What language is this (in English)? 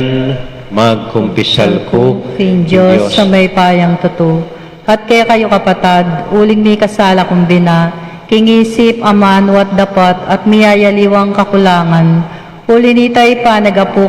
Pampanga